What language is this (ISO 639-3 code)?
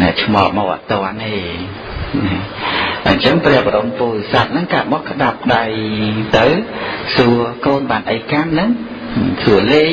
khm